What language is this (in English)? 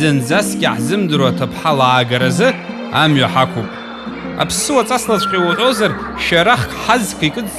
Abkhazian